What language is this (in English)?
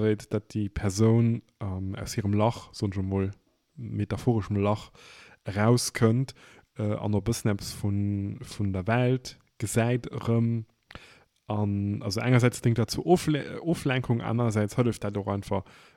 Luxembourgish